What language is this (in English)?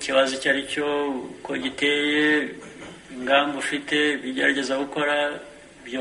Kinyarwanda